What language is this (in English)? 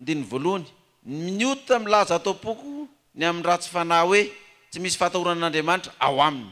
Malagasy